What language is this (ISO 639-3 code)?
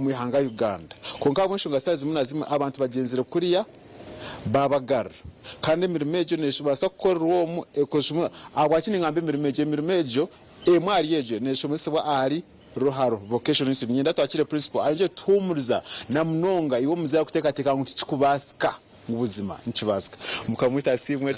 nyn